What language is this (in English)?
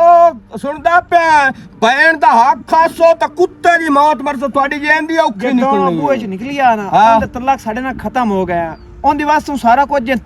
Western Panjabi